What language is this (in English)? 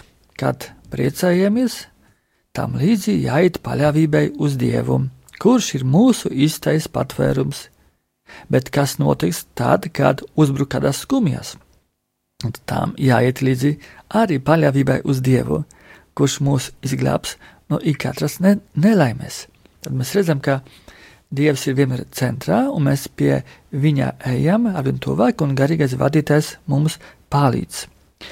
Latvian